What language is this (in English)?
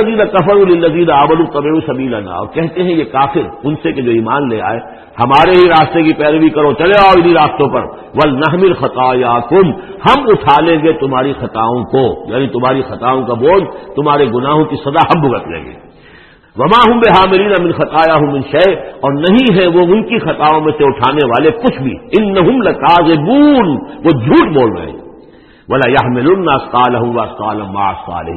Urdu